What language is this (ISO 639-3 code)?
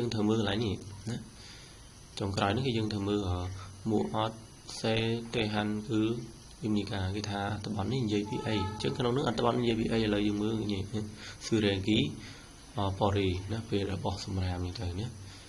khm